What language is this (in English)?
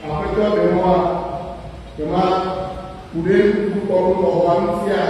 Ewe